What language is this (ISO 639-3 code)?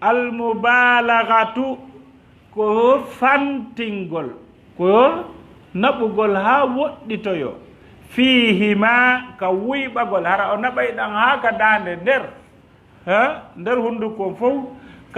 ful